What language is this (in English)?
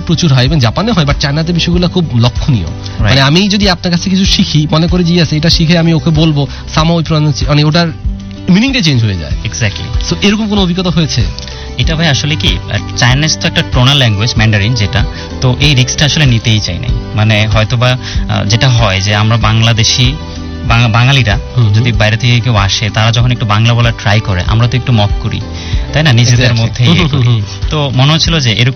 Bangla